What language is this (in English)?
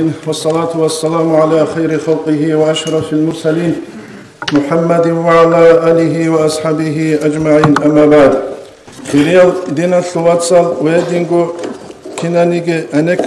Avaric